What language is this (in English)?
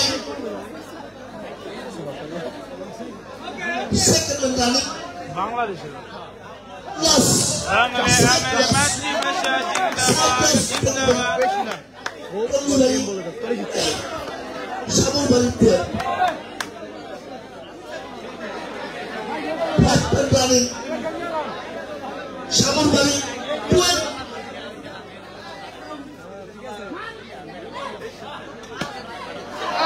Bangla